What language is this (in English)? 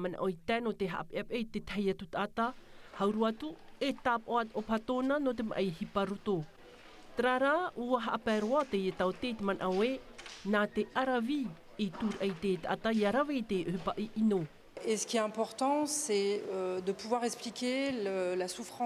Tahitian